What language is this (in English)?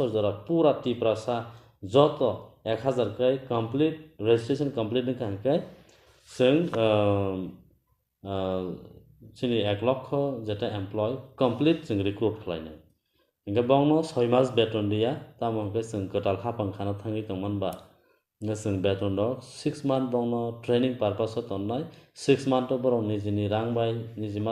Kok Borok